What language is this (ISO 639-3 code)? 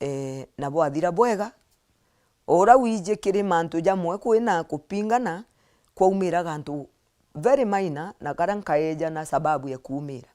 mer